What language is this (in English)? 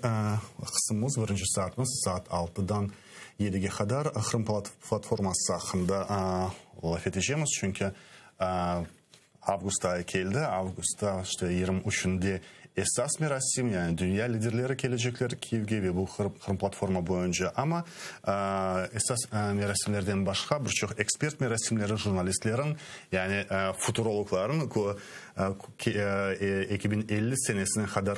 Crimean Tatar